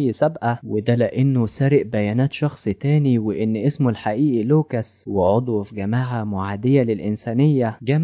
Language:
Egyptian Arabic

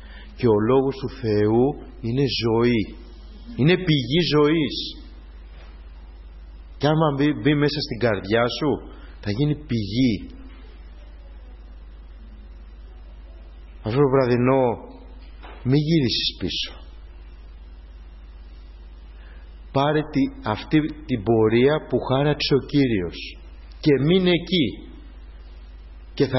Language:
Greek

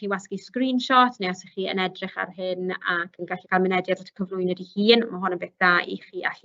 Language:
Welsh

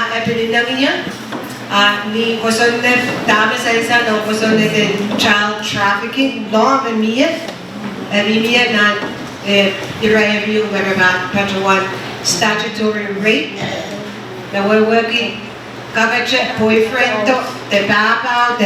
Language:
Pohnpeian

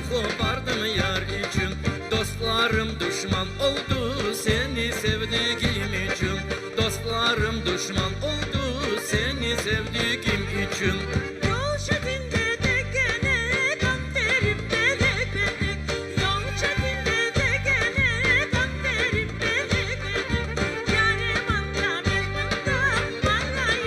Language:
Crimean Tatar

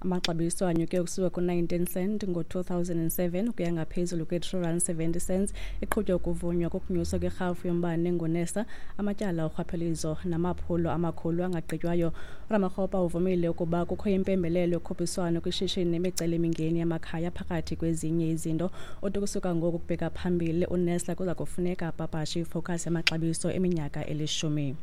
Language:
Xhosa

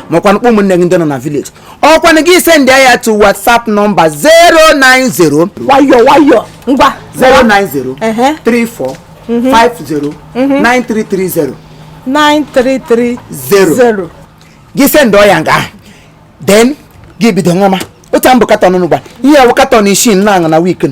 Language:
Igbo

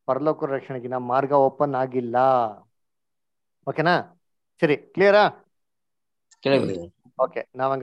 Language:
Kannada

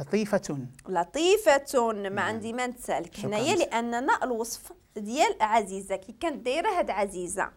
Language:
Moroccan Arabic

